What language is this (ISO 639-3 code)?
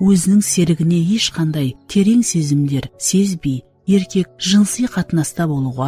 kaa